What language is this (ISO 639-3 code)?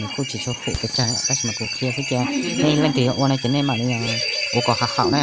hmn